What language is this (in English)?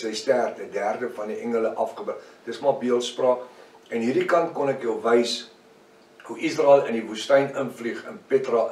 Afrikaans